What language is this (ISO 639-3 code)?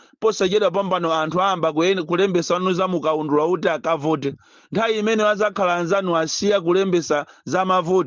nya